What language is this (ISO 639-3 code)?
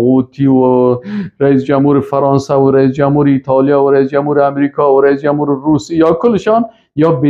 fas